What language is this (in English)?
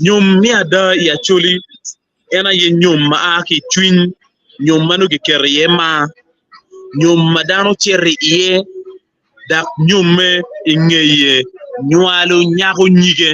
Acoli